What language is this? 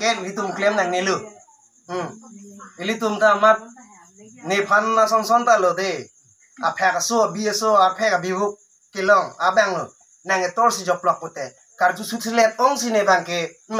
Karbi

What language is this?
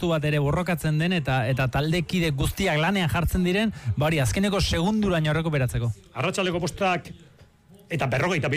Basque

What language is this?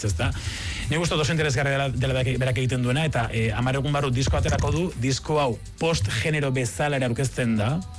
Basque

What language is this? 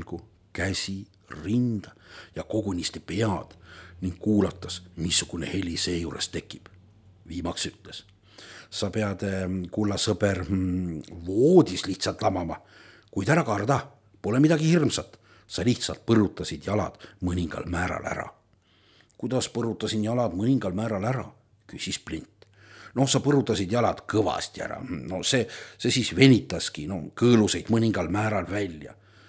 Estonian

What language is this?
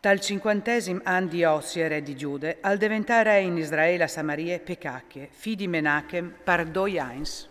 Friulian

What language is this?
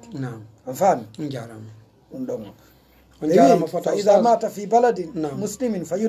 Fula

